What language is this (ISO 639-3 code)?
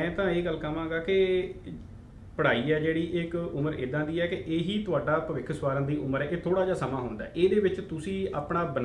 pan